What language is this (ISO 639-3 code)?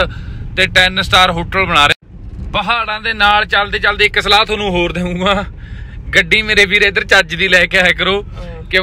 pan